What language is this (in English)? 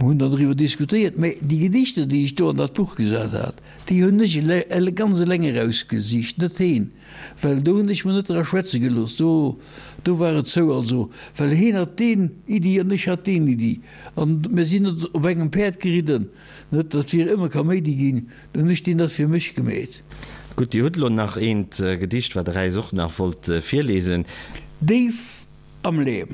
Luxembourgish